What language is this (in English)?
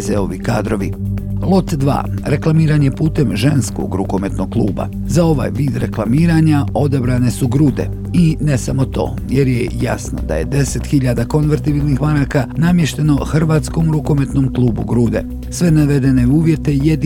Bosnian